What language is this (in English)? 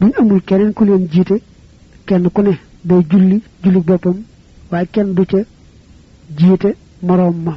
Wolof